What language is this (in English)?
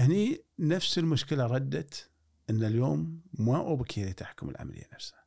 Gulf Arabic